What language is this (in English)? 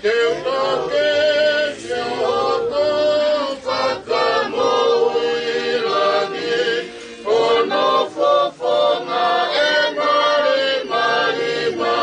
Tongan